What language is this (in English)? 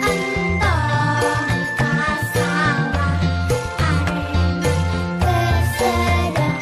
Sundanese